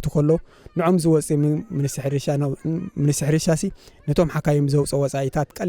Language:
Tigrinya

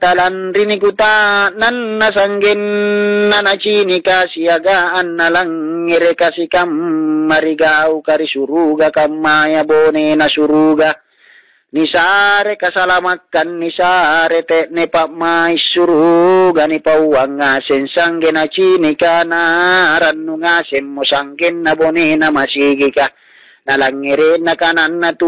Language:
Makasar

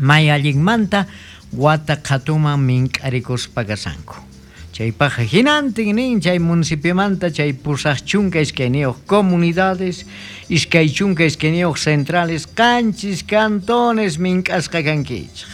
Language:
South Bolivian Quechua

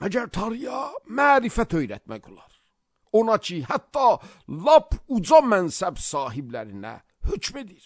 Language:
Azerbaijani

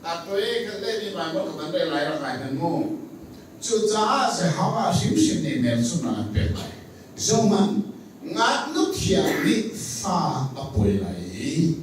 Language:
Hakha Chin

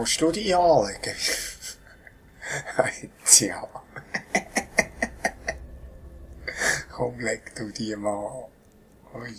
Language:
Swiss German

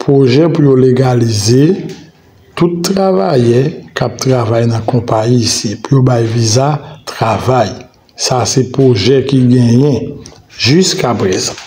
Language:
Haitian Creole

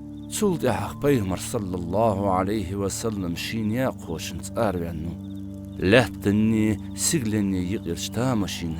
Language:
Ingush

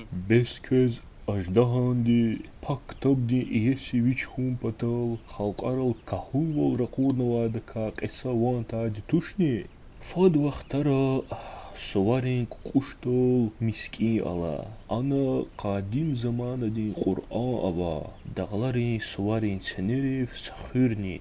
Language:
Lezghian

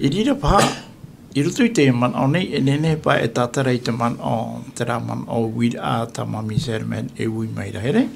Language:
Tahitian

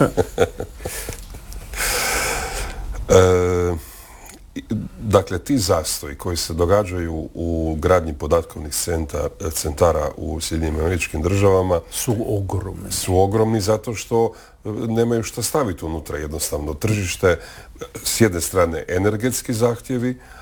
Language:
Croatian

